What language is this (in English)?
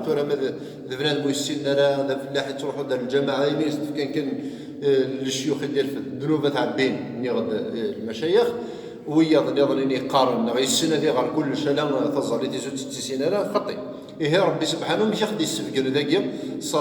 Kabyle